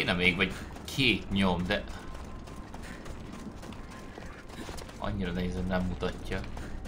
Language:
Hungarian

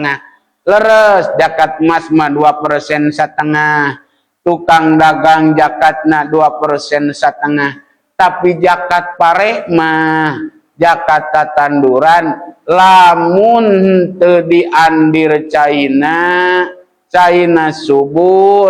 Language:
Sundanese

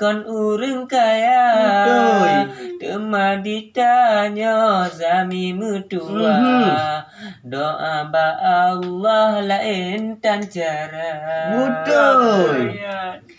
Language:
Achinese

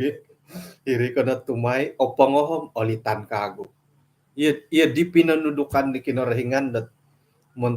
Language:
Central Dusun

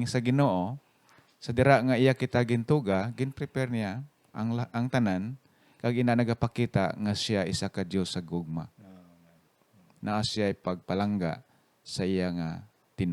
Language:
Hiligaynon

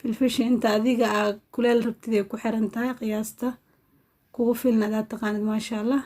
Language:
Somali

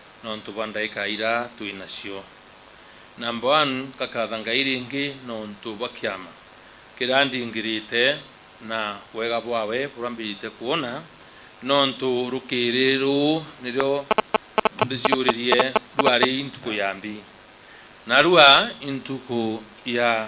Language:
Meru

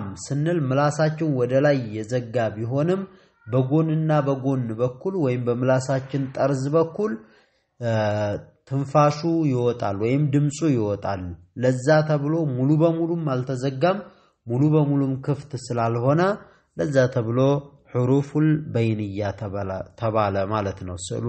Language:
Amharic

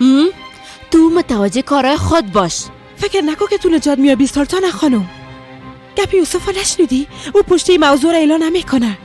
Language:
Persian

